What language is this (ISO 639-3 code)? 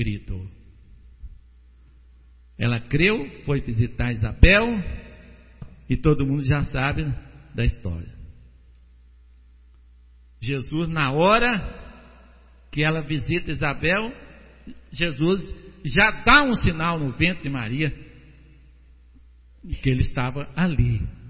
por